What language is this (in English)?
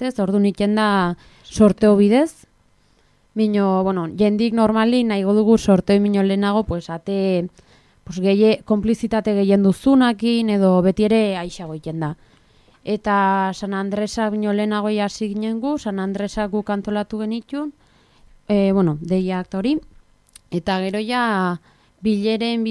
Basque